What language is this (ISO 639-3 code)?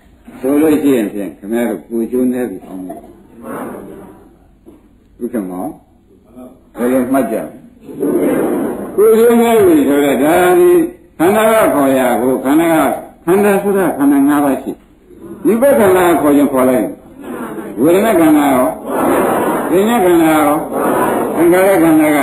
mya